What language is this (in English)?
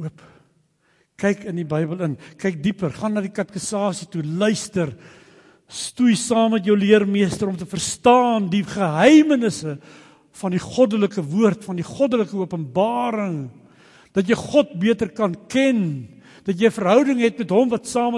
Afrikaans